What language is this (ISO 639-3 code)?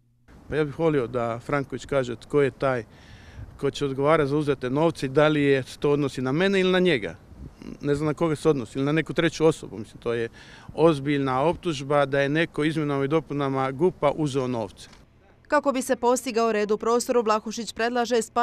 hrv